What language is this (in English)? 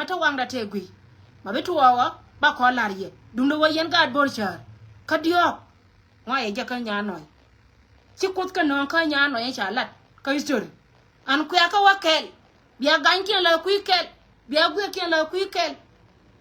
Nuer